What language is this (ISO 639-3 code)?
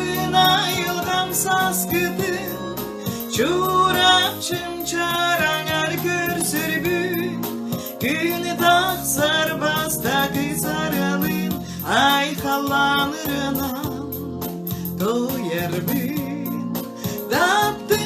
sah